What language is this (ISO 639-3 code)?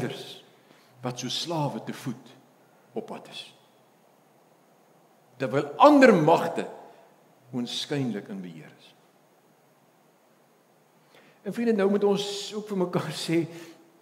afr